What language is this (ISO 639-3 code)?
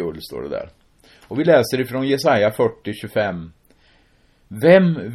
swe